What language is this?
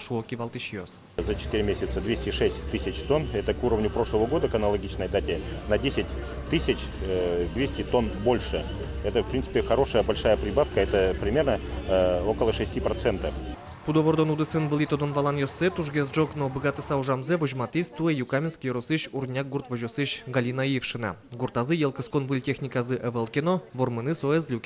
Udmurt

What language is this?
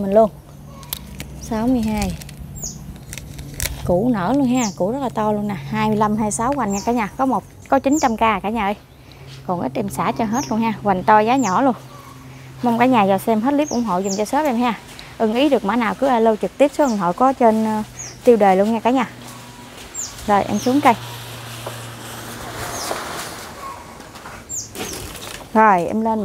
Vietnamese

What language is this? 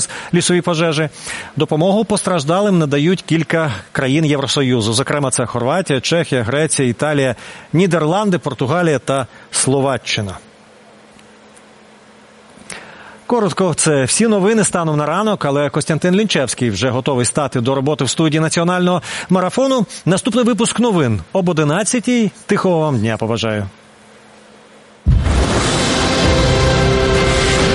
Ukrainian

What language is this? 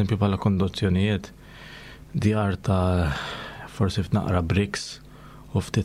Maltese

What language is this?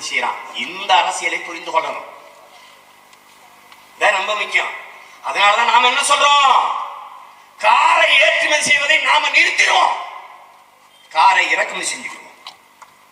Tamil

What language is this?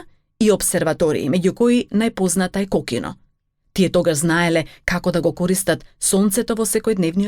Macedonian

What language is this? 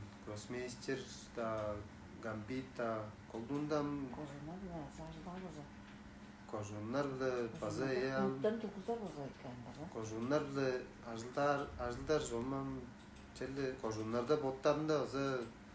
Tuvinian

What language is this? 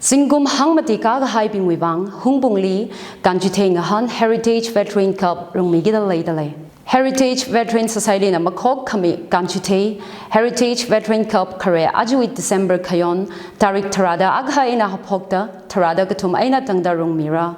Tangkhul Naga (India)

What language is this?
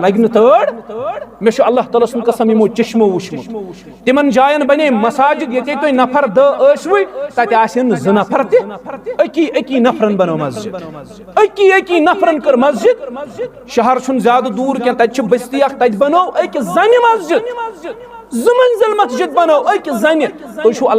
Kashmiri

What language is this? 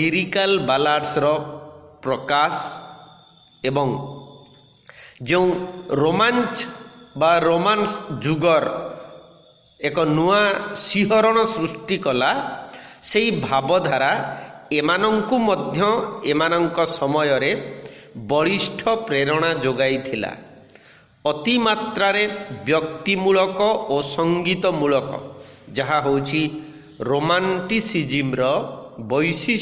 Odia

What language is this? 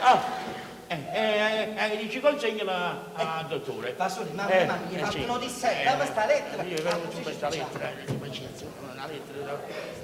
Neapolitan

